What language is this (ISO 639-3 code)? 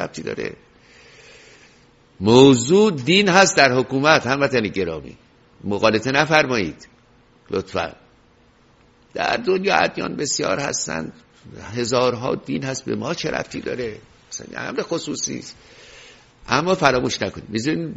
fas